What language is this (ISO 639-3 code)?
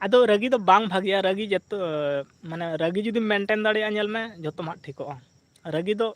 sat